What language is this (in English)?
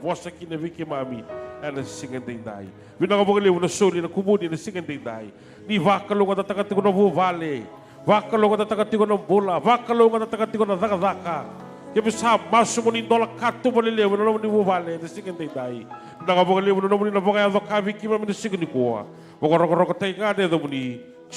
Fijian